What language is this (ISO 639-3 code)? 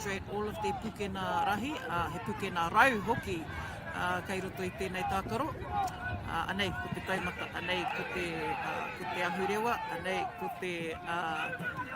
mri